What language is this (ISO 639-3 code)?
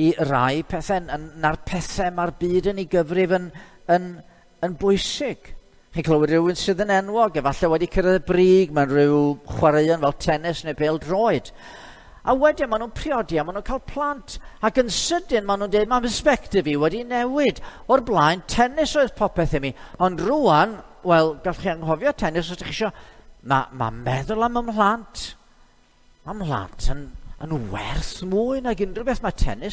cym